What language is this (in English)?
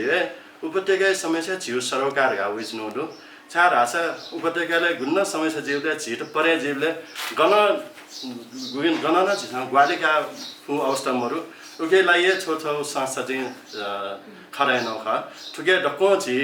Newari